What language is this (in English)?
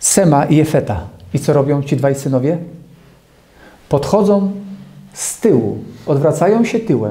Polish